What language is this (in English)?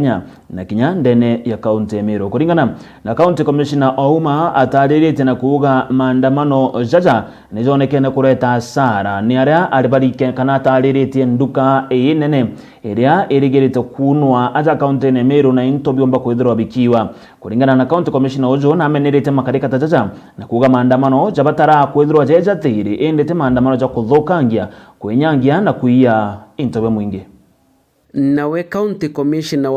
Meru